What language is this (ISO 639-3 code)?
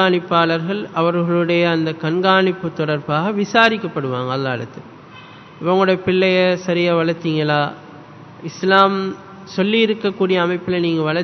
tam